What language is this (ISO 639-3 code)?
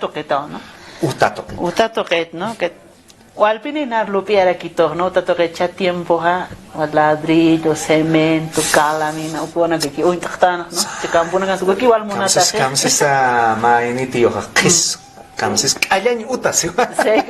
aym